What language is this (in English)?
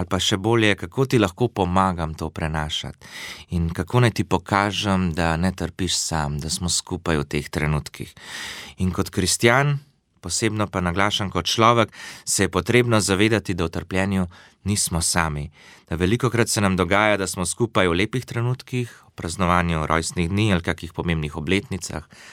Slovenian